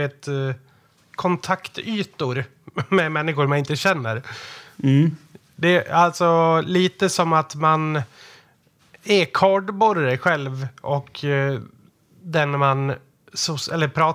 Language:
Swedish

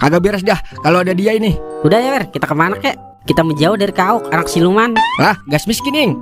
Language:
Betawi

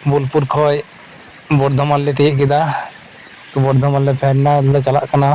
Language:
Santali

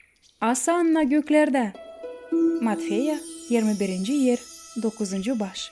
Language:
Gagauz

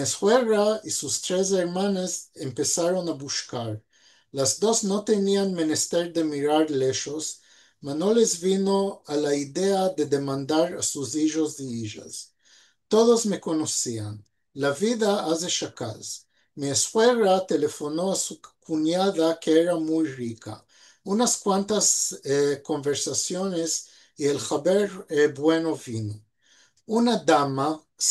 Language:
Ladino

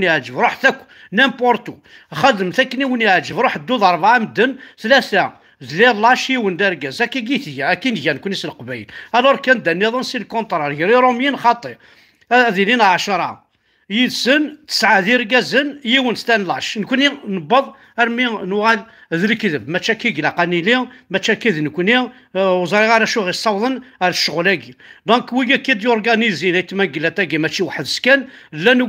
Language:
Kabyle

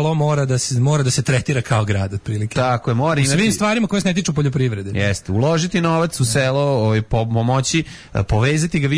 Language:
Serbian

